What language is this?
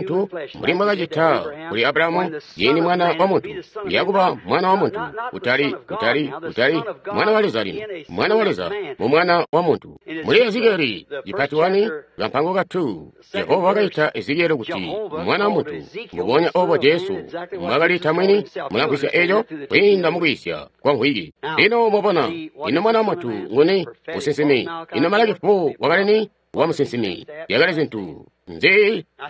Tonga (Zambia)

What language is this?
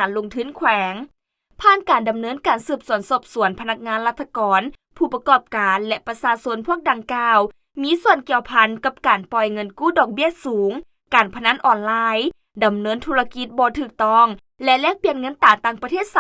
Lao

